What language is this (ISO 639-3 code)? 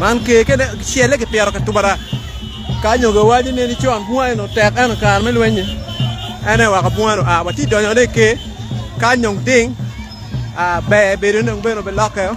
ach